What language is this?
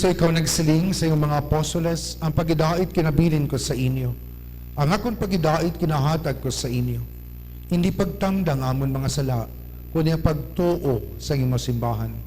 Hiligaynon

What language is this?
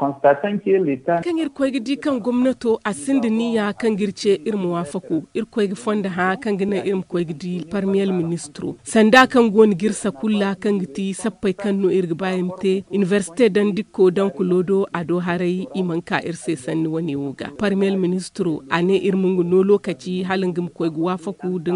Zarma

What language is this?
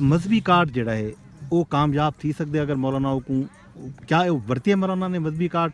Saraiki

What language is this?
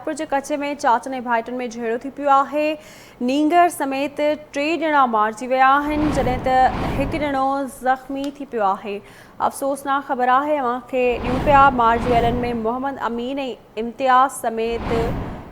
Sindhi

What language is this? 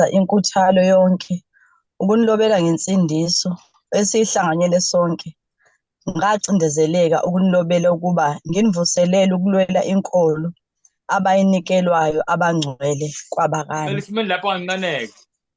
Zulu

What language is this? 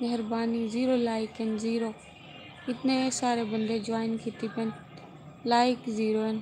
Saraiki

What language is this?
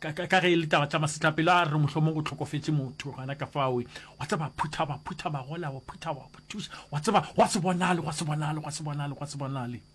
Northern Sotho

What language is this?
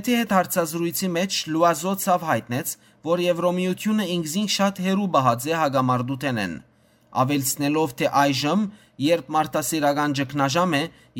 Western Armenian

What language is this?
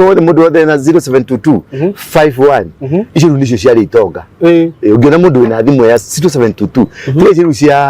Kikuyu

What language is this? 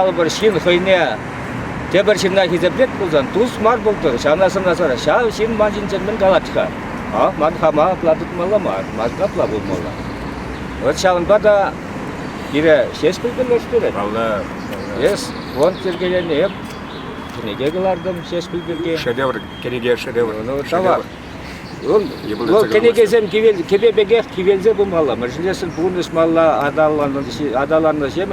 Chuvash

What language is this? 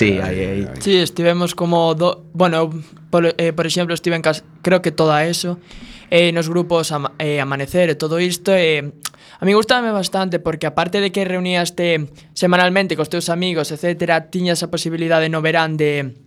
Galician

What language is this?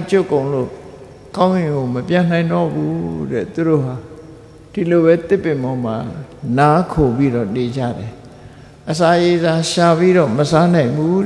Burmese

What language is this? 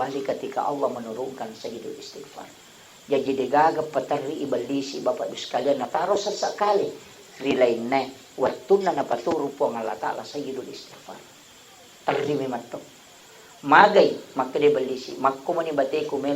Buginese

